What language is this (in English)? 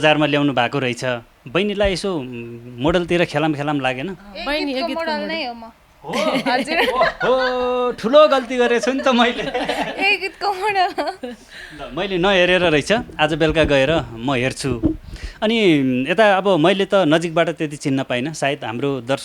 Nepali